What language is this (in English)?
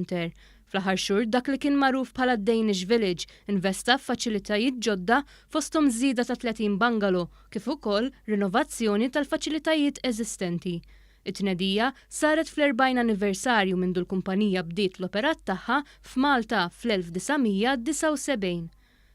Maltese